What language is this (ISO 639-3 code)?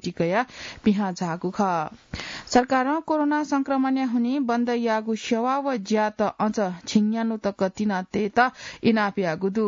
new